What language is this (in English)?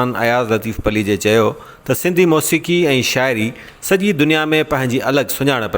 Sindhi